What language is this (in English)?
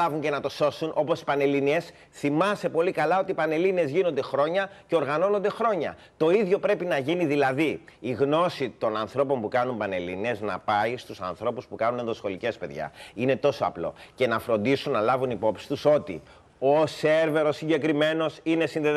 Greek